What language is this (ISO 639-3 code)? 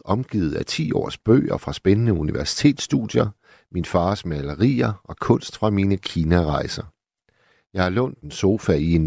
dan